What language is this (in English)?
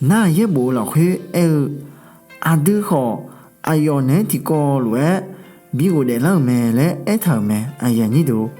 Akha